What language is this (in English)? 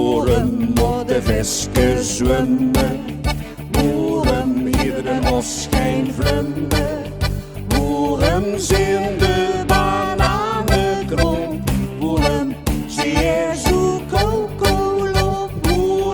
Limburgish